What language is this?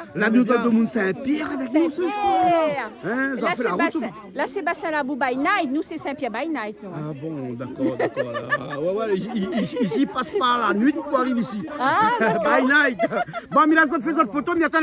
Réunion Creole French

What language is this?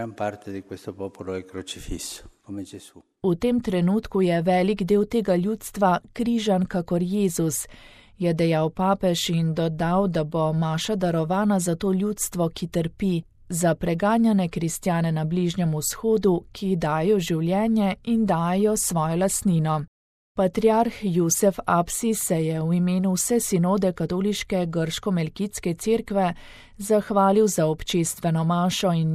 Slovenian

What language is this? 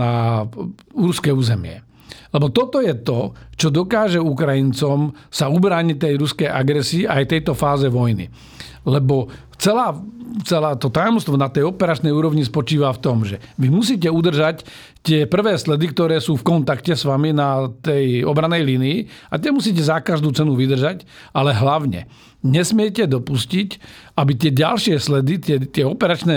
Slovak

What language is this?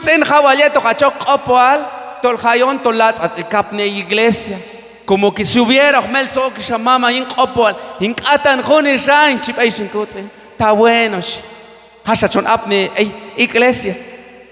Q'anjob'al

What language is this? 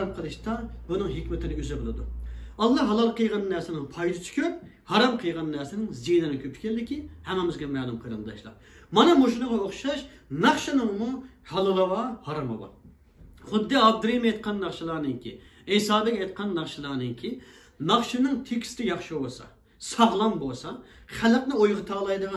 Uyghur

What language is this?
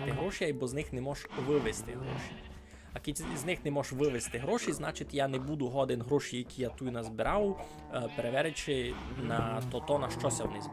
Rusyn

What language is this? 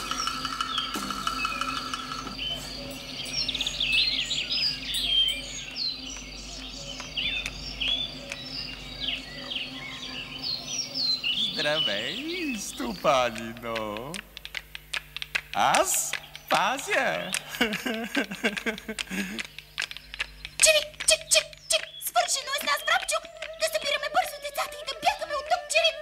Bulgarian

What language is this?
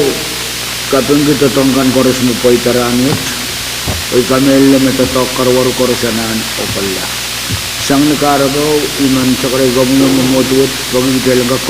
Pohnpeian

